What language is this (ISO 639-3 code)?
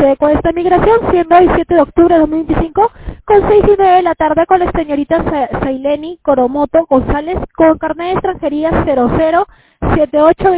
spa